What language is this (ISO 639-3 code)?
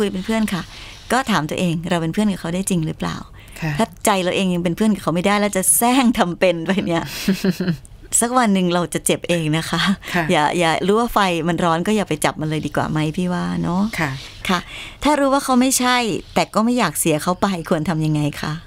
tha